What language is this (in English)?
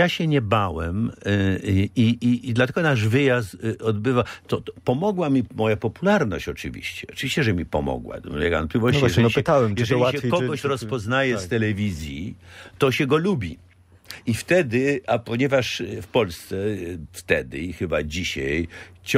Polish